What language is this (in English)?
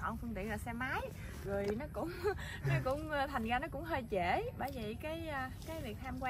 Vietnamese